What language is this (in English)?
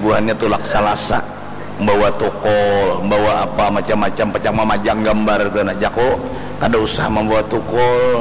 Banjar